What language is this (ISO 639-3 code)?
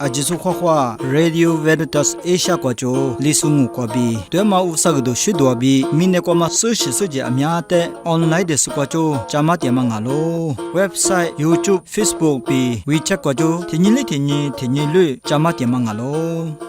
lis